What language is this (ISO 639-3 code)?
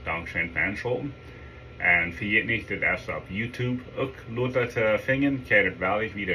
pdt